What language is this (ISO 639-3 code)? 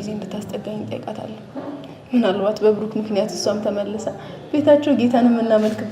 amh